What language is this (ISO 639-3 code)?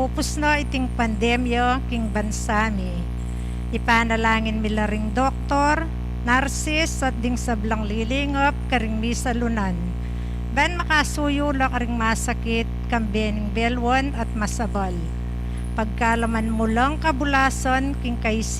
pam